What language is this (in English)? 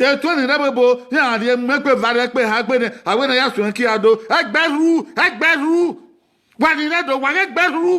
Bini